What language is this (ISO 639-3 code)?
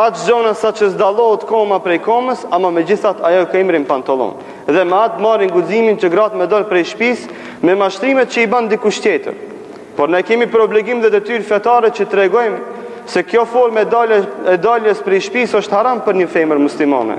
sqi